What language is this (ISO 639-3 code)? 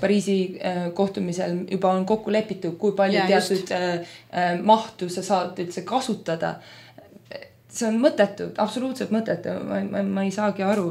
est